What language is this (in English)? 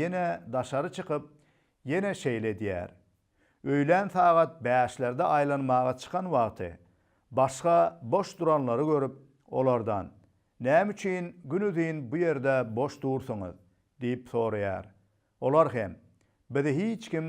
Turkmen